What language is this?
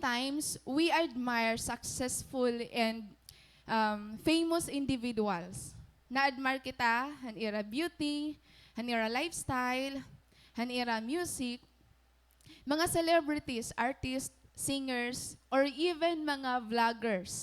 Waray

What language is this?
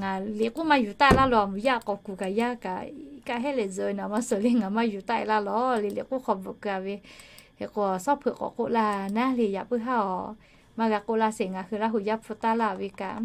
Lahu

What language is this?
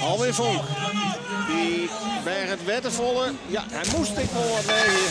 Western Frisian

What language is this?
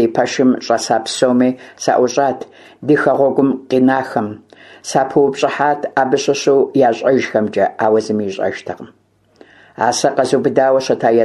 Kabardian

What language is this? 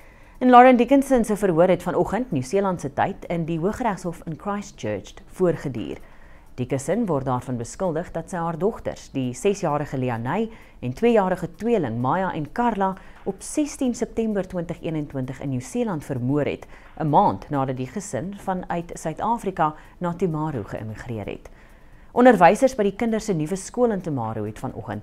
Afrikaans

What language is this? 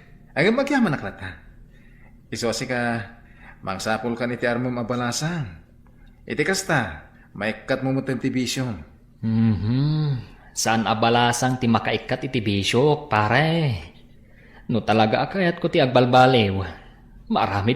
Iloko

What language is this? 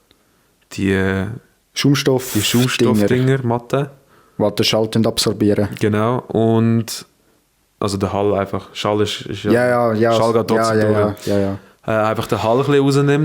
Swiss German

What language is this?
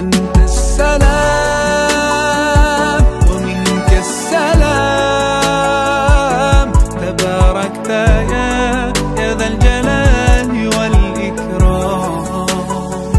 Arabic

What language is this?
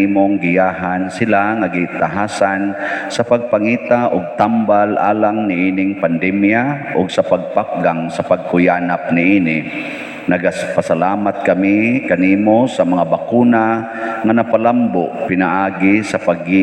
Cebuano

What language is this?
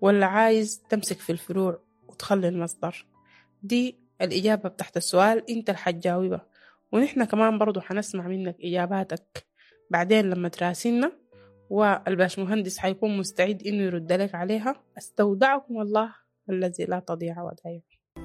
Sudanese Arabic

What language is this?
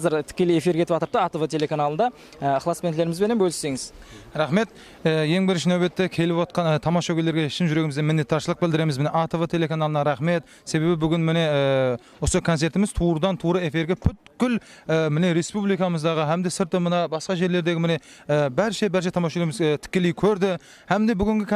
Kara-Kalpak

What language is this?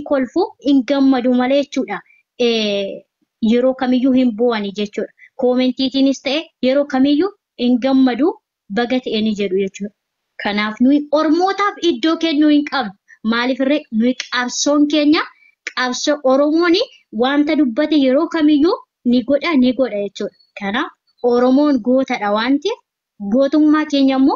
Oromo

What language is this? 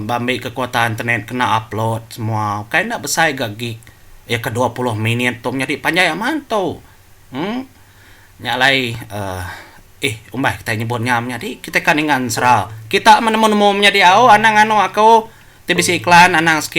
Iban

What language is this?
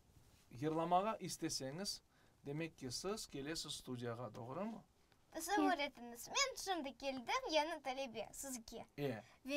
Crimean Tatar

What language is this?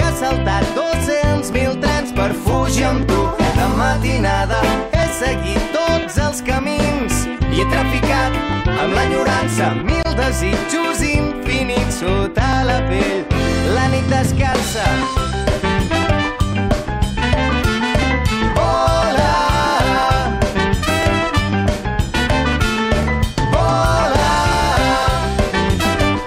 Catalan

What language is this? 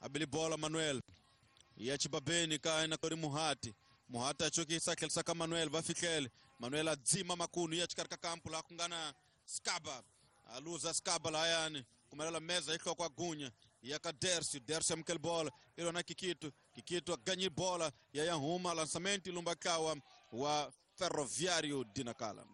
Tsonga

